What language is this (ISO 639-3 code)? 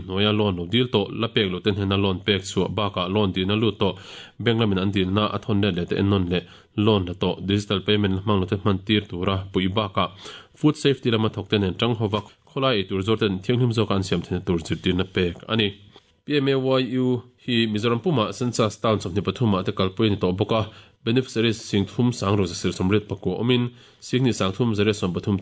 lus